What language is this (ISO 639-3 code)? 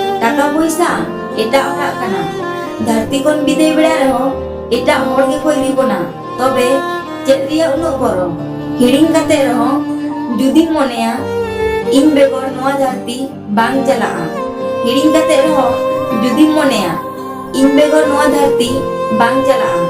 sat